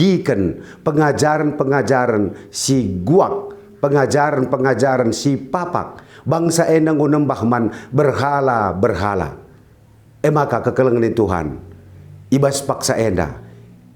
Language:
Batak Karo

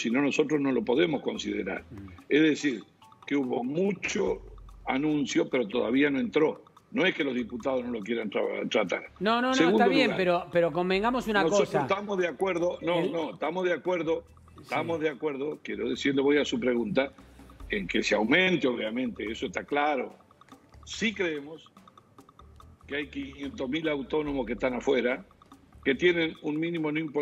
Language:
Spanish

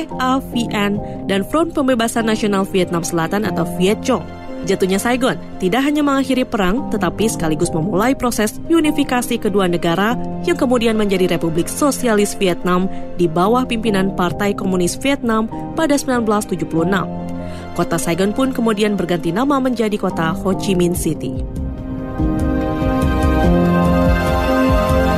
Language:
Indonesian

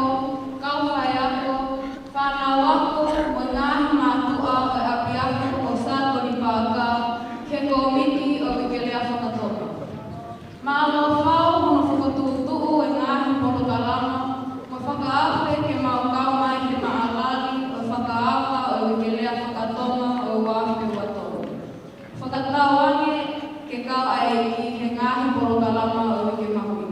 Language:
Tongan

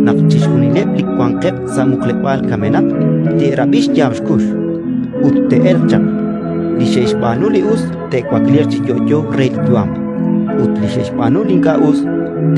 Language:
Kekchí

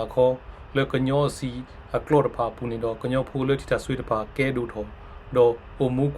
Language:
S'gaw Karen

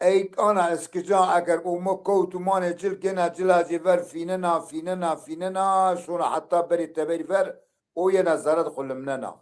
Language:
Zaza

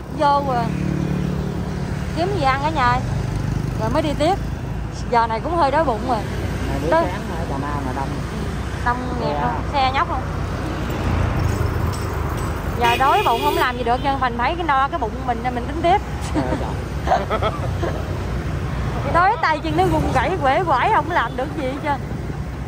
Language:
Vietnamese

